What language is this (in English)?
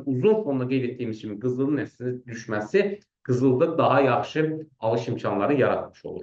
Azerbaijani